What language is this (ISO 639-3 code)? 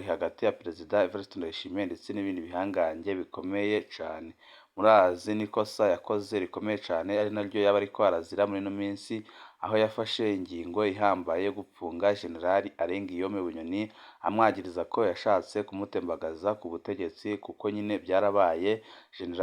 run